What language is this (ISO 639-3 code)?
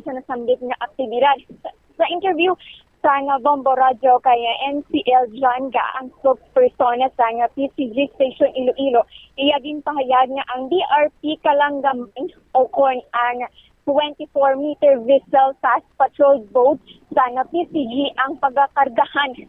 hil